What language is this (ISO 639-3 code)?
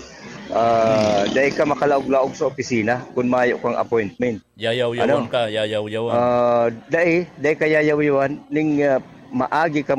bik